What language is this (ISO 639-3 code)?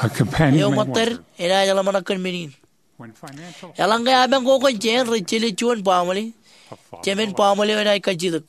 mah